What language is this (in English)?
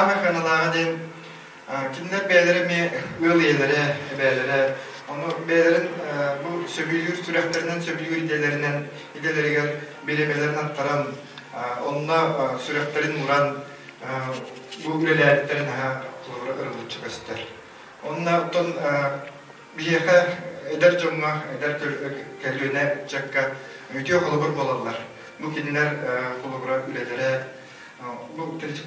Yakut